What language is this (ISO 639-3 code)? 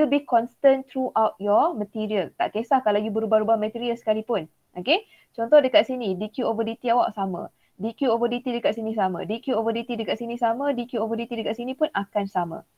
msa